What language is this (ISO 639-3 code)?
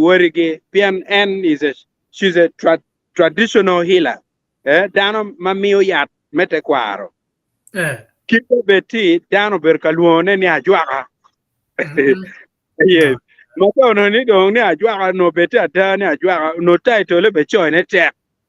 ach